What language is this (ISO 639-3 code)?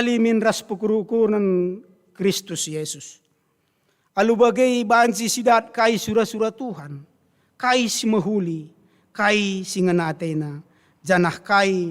btx